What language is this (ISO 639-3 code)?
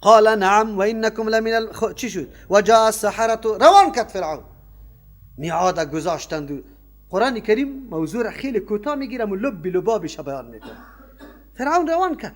fas